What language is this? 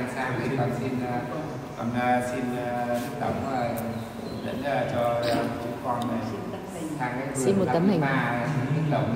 Vietnamese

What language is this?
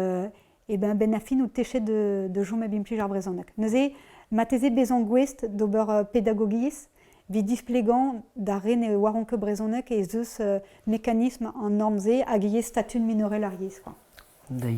Breton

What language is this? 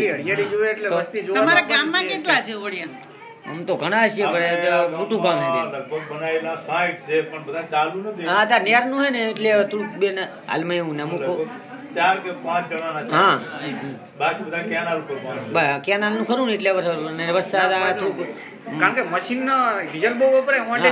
Gujarati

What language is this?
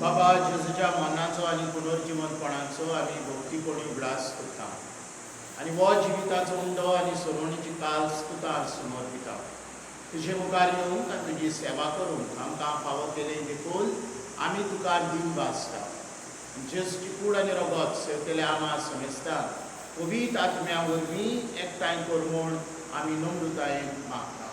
Konkani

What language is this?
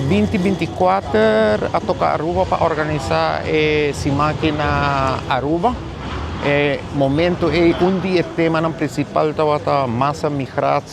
Papiamento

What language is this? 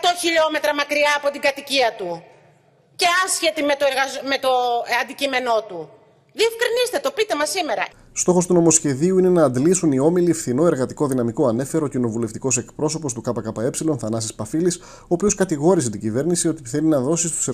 Greek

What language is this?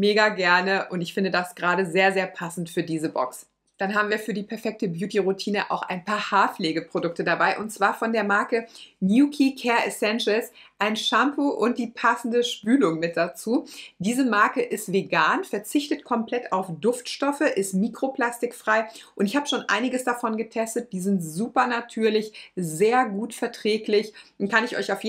German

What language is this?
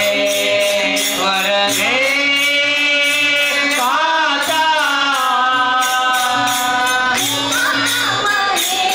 Kannada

